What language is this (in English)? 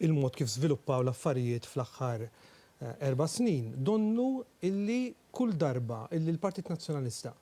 Maltese